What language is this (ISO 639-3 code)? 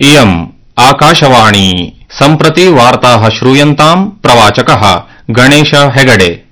san